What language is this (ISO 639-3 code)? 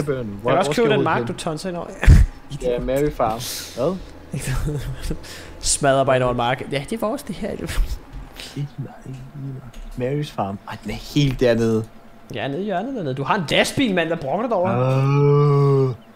dan